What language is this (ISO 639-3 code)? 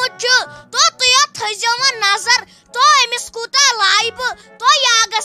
kas